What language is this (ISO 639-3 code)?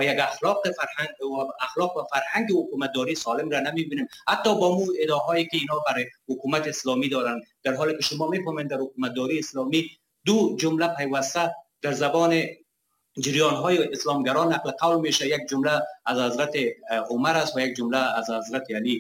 fas